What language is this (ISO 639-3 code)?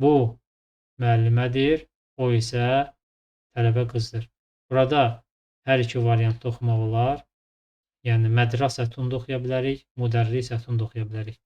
aze